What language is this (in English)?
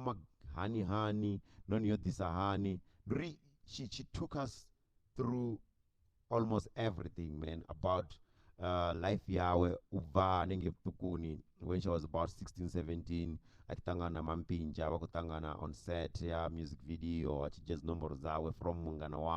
Venda